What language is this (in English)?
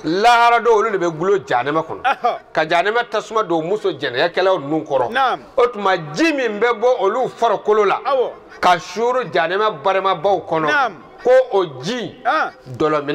Bambara